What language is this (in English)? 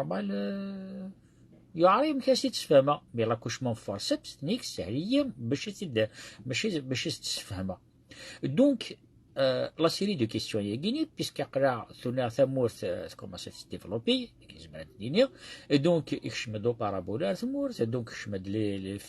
Kabyle